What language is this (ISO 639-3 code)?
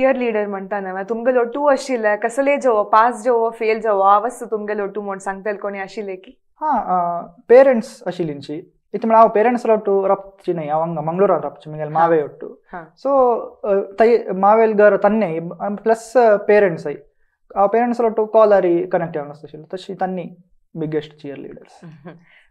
kok